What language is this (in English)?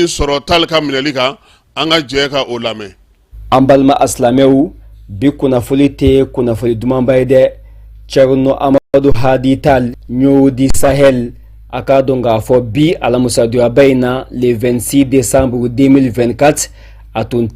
Bambara